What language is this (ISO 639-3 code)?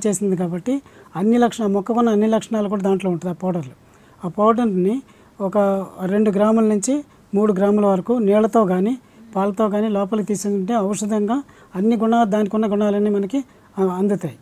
tel